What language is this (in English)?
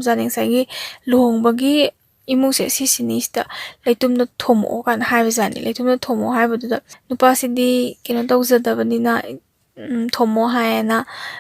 Manipuri